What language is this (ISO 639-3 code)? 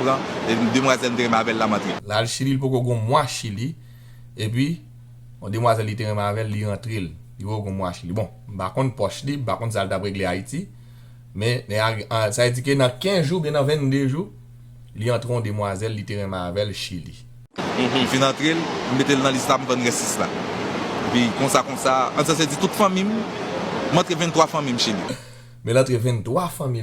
hat